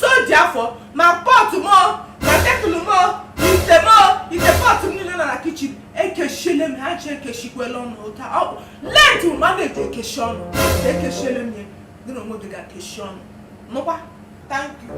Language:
Igbo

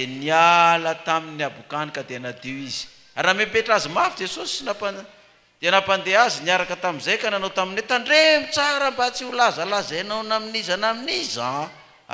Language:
Malagasy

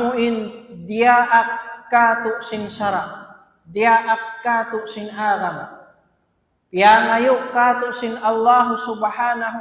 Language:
Tausug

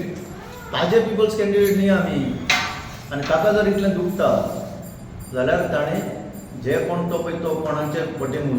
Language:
Konkani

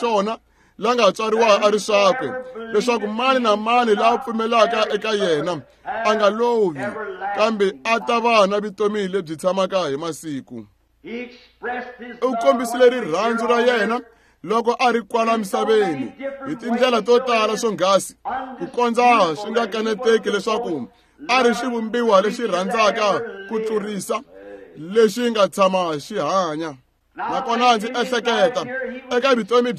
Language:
Tsonga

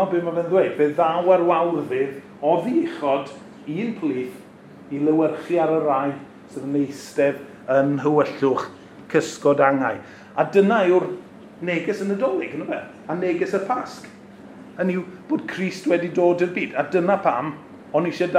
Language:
Welsh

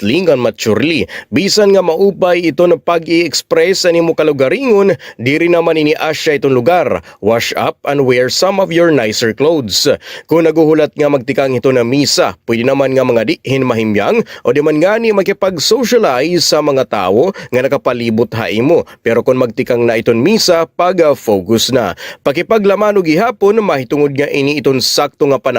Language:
Waray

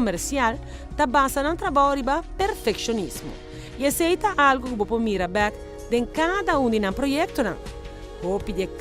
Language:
Papiamento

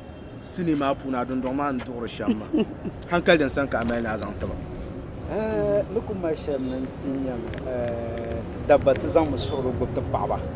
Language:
Dagbani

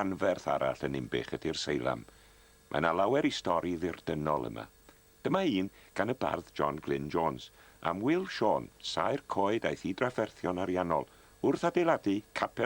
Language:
Welsh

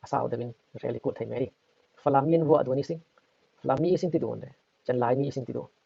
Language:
Falam Chin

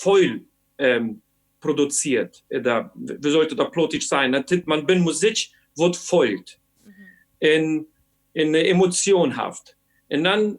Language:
Plautdietsch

